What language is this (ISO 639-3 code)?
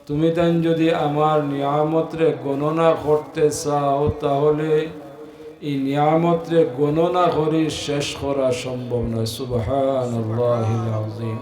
syl